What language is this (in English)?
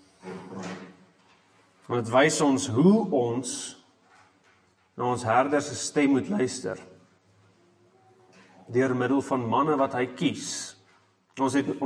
Afrikaans